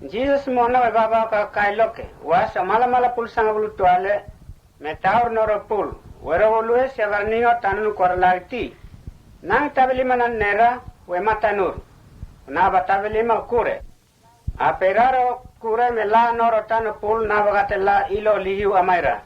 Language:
Mota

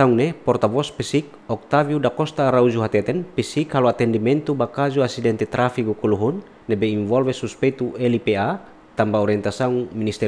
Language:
Tetum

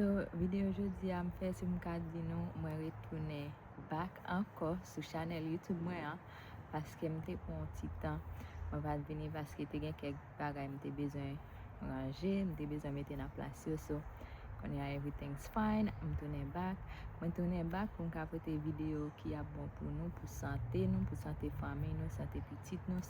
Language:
Haitian Creole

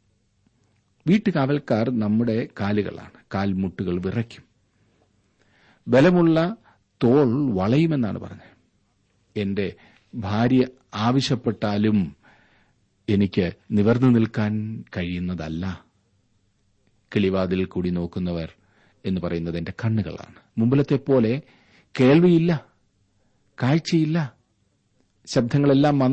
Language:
Malayalam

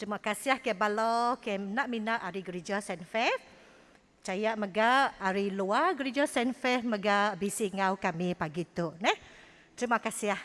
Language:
Iban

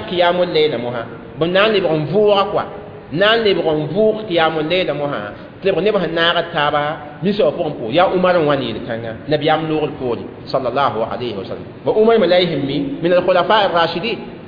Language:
Mossi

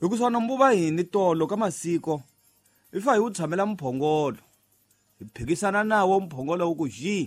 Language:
Tsonga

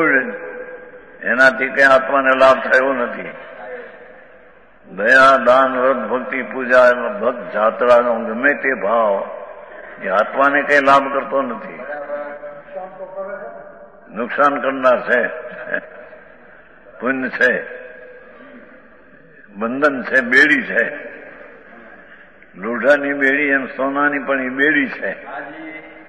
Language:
Gujarati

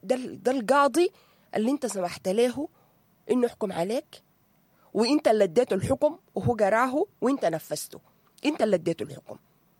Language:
Sudanese Arabic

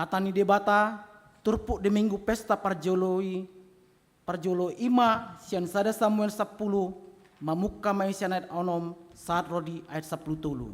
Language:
Batak Toba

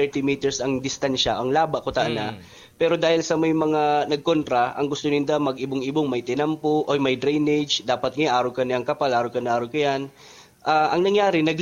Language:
Bikol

